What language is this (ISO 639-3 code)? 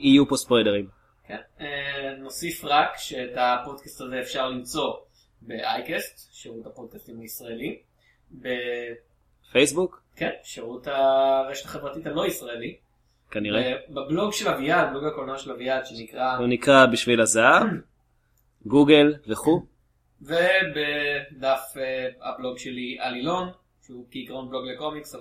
heb